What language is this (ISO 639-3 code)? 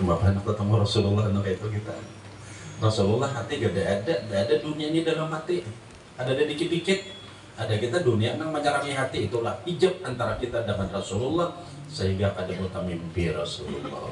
bjn